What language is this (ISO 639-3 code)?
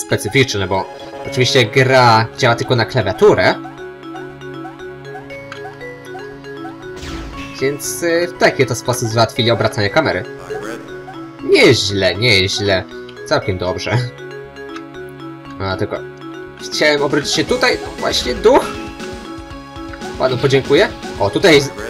pol